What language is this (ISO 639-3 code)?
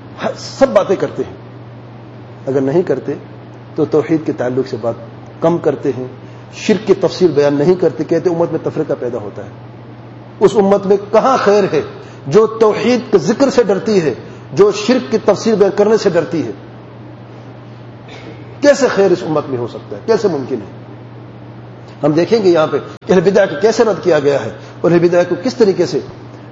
urd